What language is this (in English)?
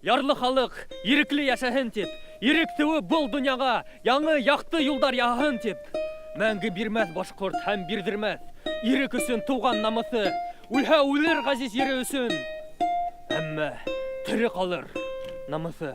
Bashkir